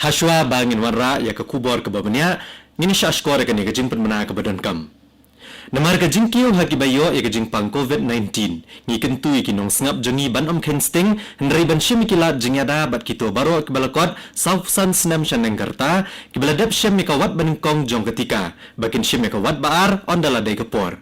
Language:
Khasi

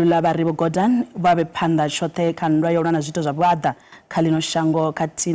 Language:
Venda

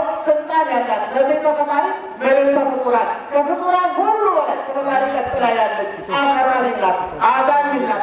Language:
Amharic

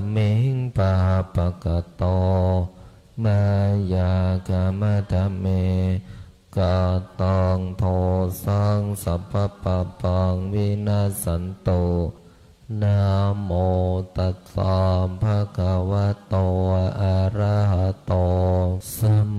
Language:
Pali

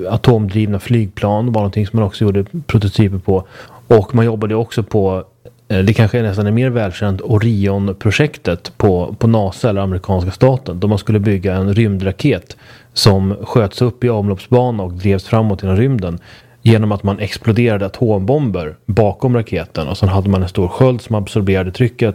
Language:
Swedish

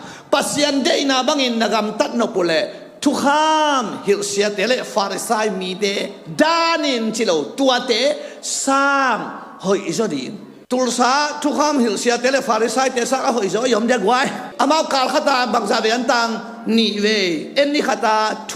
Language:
Tedim Chin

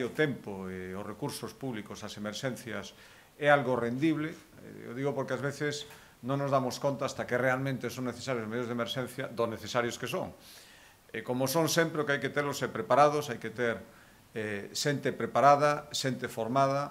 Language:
Galician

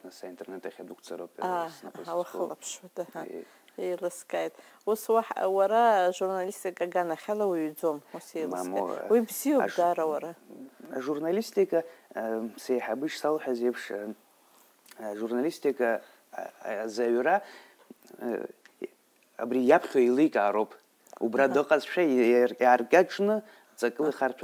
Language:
Abkhazian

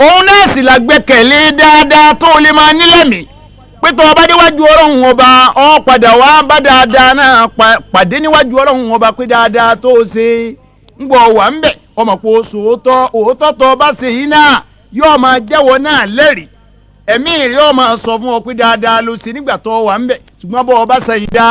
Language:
Yoruba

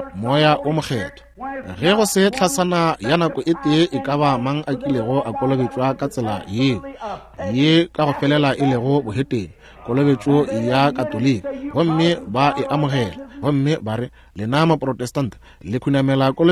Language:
Northern Sotho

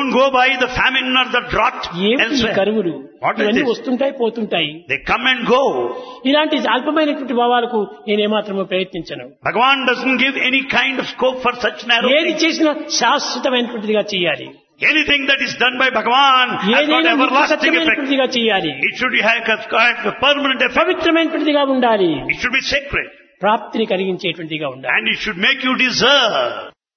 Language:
Telugu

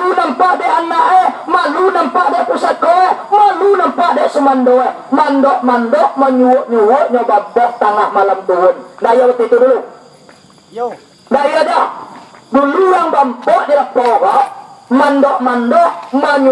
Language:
Minangkabau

